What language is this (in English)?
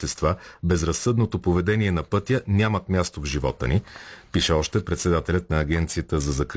Bulgarian